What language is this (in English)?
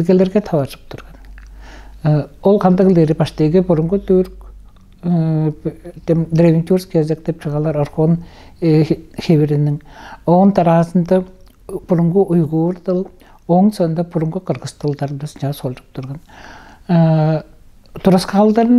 Tuvinian